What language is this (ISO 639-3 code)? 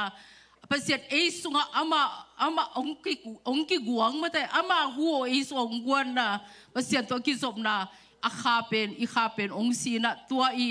ctd